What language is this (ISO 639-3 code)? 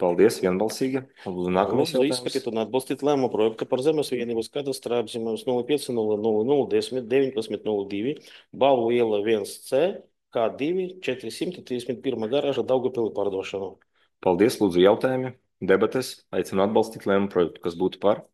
lav